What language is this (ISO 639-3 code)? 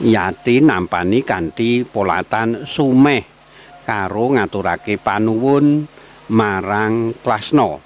jav